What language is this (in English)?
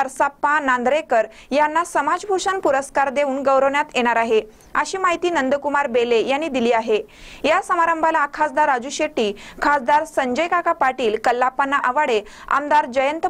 Marathi